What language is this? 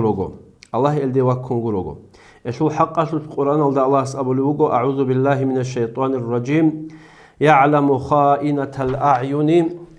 Avaric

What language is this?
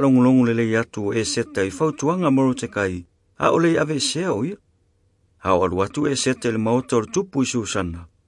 Samoan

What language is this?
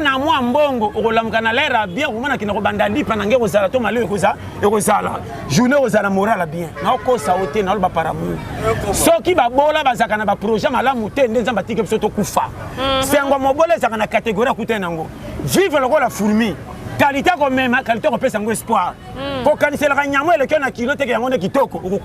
Lingala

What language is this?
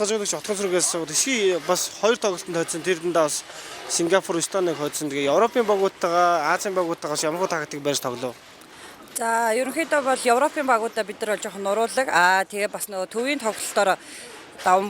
Mongolian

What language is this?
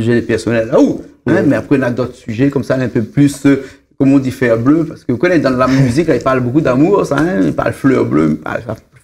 Réunion Creole French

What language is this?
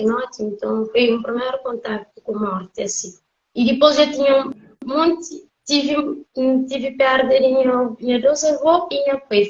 Kabuverdianu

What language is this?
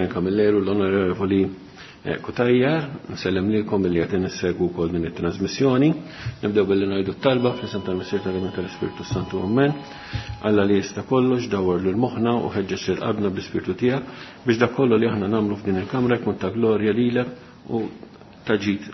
Maltese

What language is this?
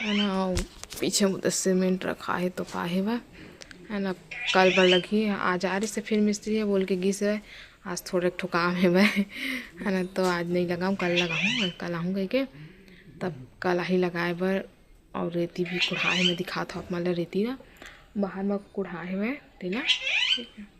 Chhattisgarhi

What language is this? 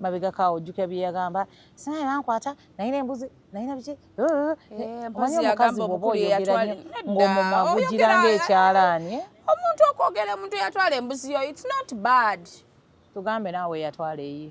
Ganda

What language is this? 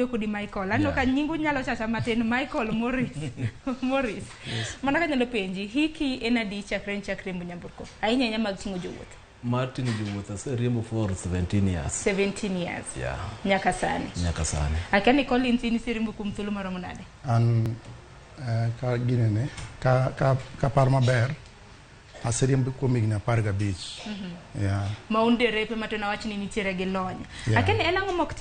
Luo (Kenya and Tanzania)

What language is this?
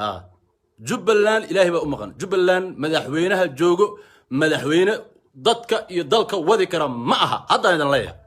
Somali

